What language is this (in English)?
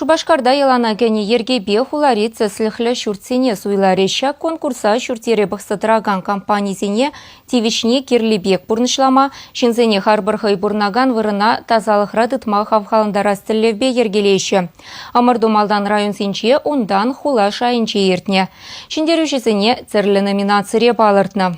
Chuvash